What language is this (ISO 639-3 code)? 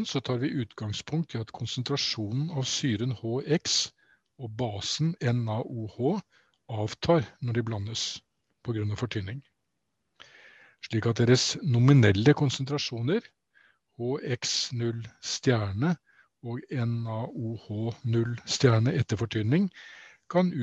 nor